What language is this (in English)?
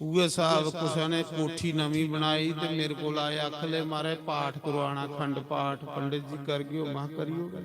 Dogri